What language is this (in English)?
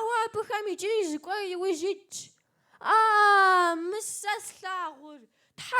Kabardian